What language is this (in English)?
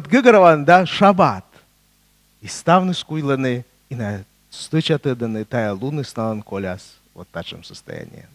Komi